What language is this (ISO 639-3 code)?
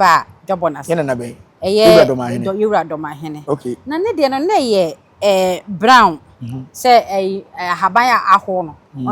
aka